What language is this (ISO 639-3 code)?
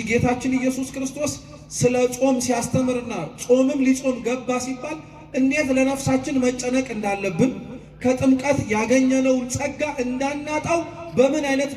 amh